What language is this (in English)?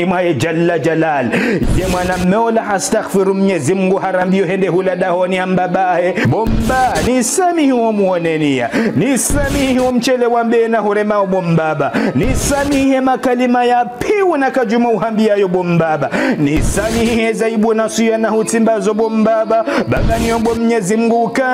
Ngazidja Comorian